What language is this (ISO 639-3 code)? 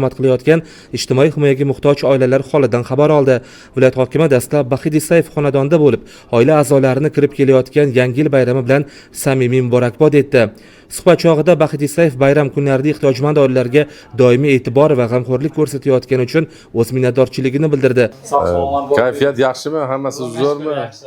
uzb